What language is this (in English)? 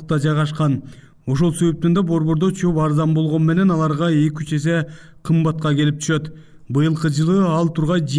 Kyrgyz